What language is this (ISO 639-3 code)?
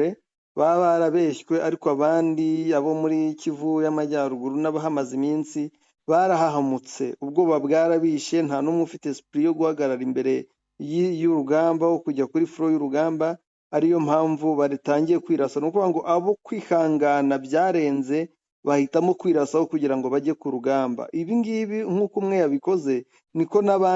kin